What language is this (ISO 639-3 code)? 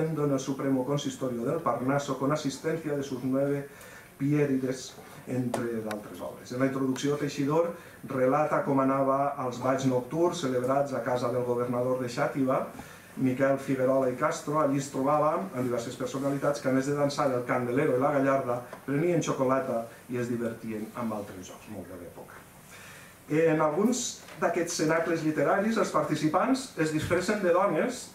cat